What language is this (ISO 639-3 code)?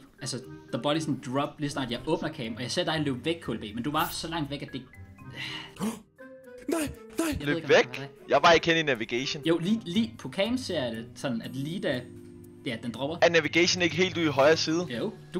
dan